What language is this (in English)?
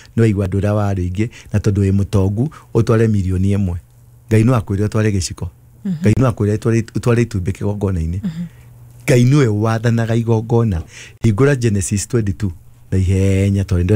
Kikuyu